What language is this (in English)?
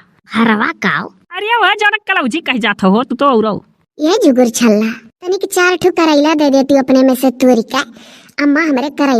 Awadhi